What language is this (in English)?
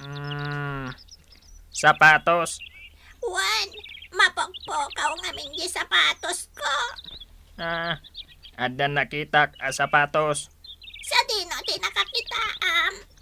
Iloko